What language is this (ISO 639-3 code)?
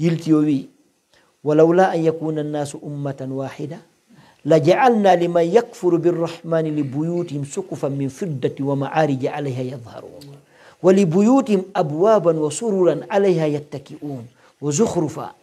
fuf